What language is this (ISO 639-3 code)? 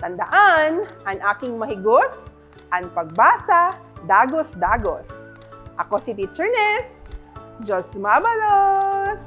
bik